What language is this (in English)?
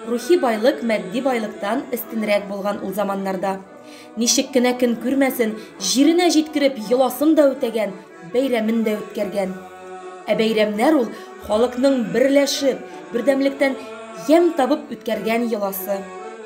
Tatar